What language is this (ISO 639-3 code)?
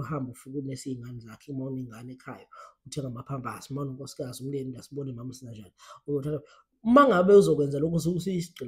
zul